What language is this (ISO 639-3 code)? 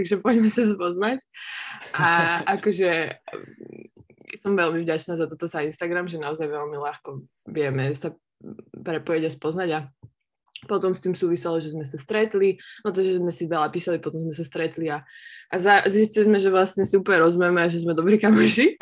slk